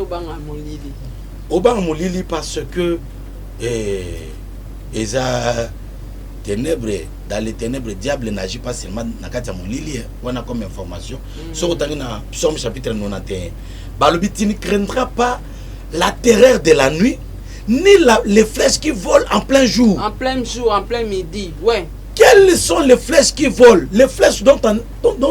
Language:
Lingala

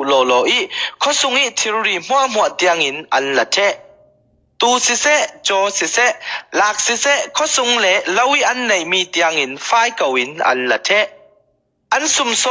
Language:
Falam Chin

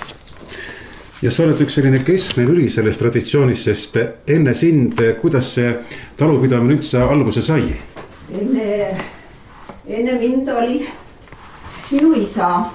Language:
Estonian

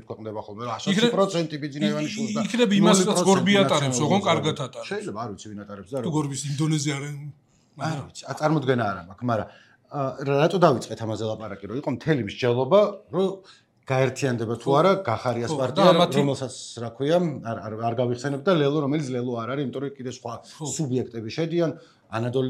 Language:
Georgian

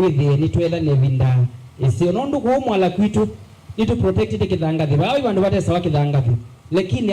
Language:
Kamba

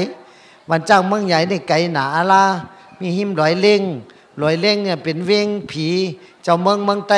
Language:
Shan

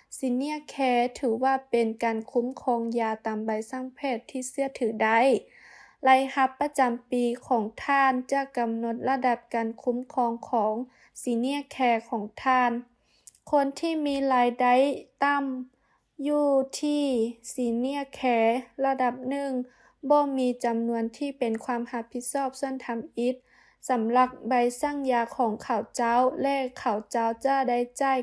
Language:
Lao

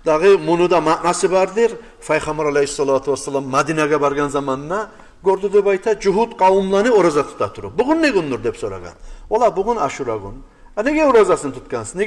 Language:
Kumyk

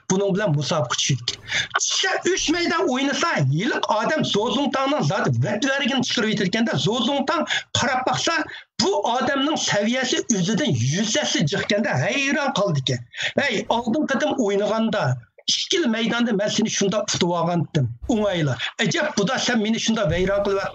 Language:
Uyghur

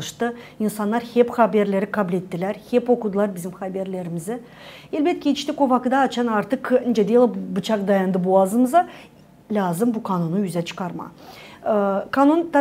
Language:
Gagauz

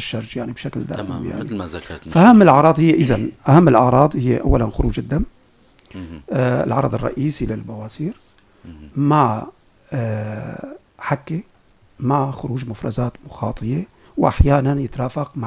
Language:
North Levantine Arabic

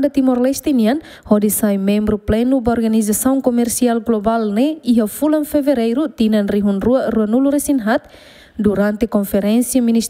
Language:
Tetum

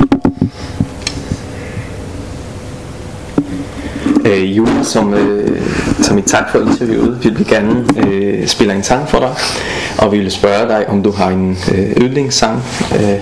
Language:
Danish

